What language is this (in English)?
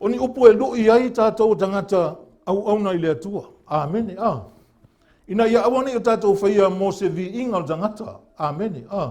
Samoan